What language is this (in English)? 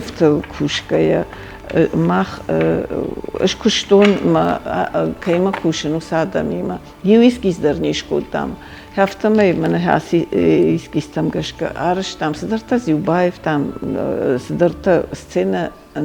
Ossetic